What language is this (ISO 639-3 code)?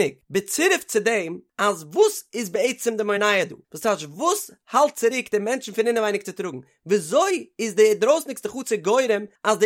yid